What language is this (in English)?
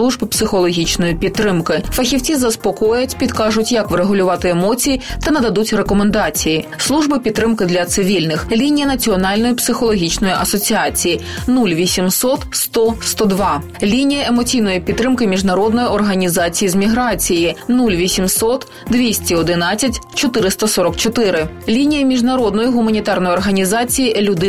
Ukrainian